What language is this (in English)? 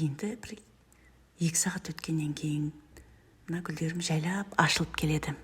Kazakh